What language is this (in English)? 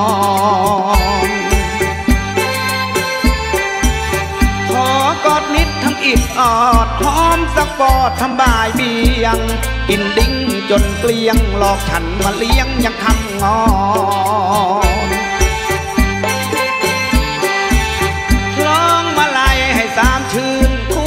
Thai